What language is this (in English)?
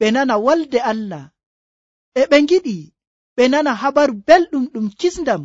Nigerian Fulfulde